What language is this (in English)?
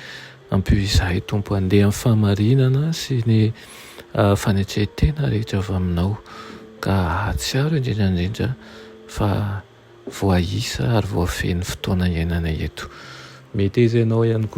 Malagasy